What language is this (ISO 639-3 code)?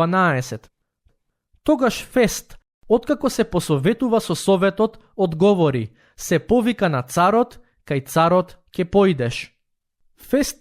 mkd